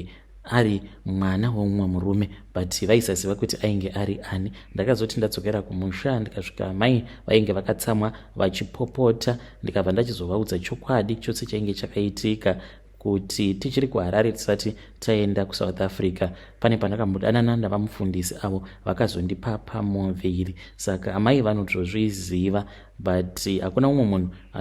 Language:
Shona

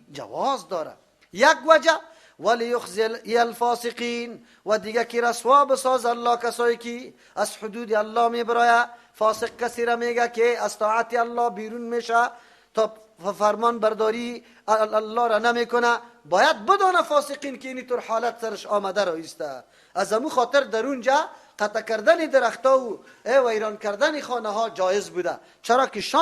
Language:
Persian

